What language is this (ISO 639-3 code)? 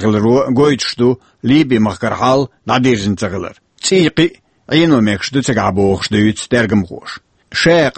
che